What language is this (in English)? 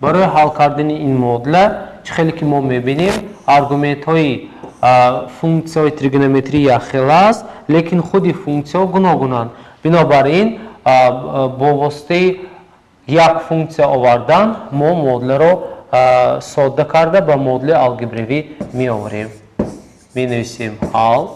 Tajik